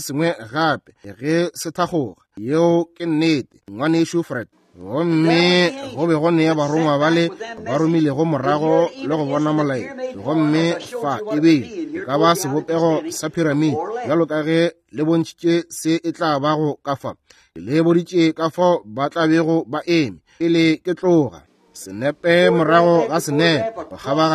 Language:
Northern Sotho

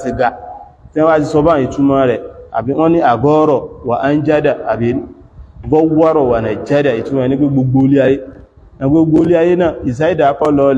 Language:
Yoruba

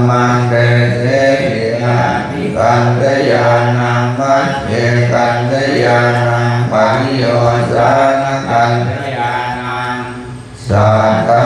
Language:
Pali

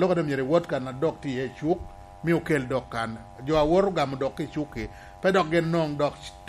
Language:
Lango (Uganda)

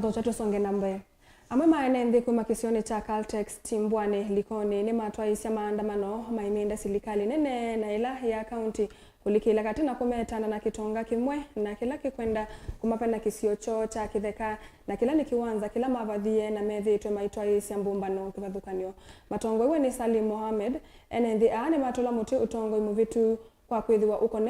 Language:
Kamba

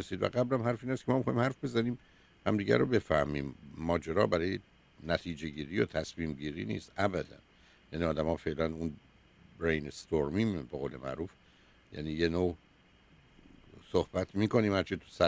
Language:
Persian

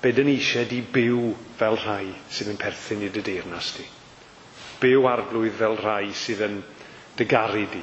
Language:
Welsh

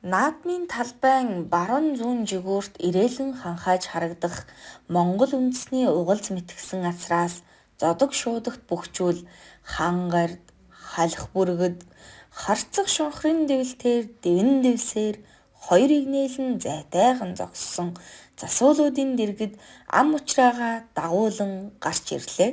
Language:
Mongolian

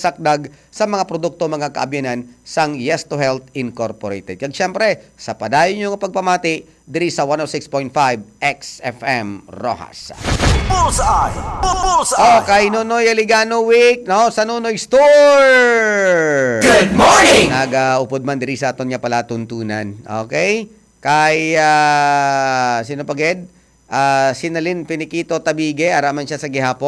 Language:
Hiligaynon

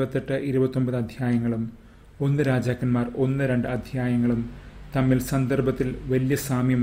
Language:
Malayalam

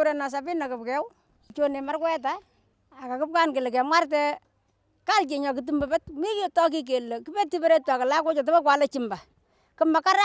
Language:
Kalenjin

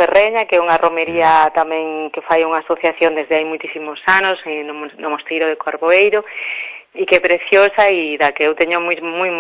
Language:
Galician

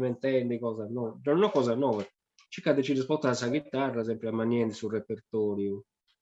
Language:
Sardinian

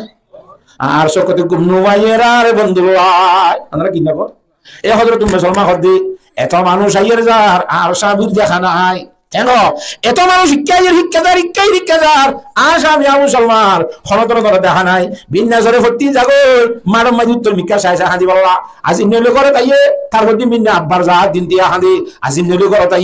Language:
Rohingya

